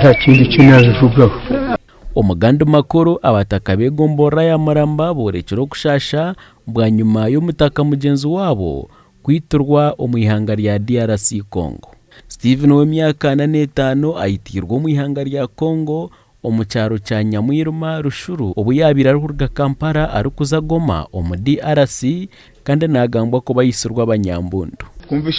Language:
Nyankole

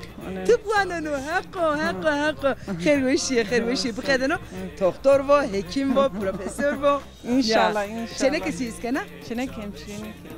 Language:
Zaza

